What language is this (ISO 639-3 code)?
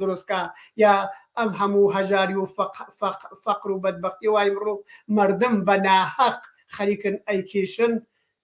ckb